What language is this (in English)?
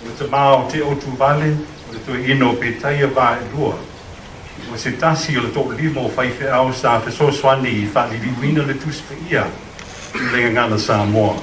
Samoan